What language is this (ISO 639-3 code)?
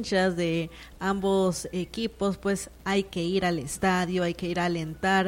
spa